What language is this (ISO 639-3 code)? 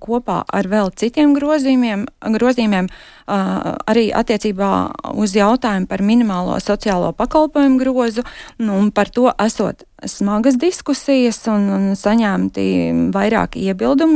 lav